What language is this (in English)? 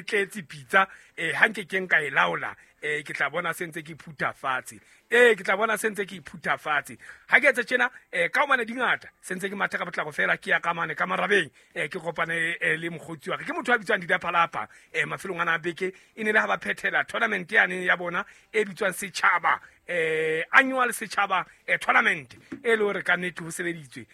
Southern Sotho